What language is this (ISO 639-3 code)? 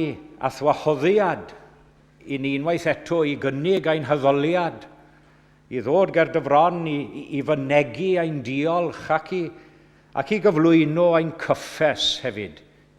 cym